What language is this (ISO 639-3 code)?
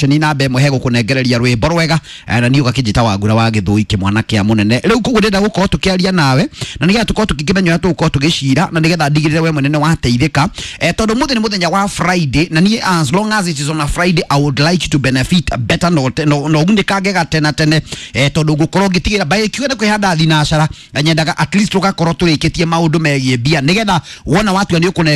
kik